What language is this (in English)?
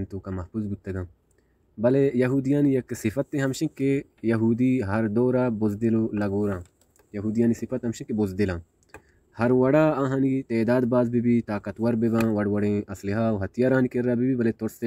Baluchi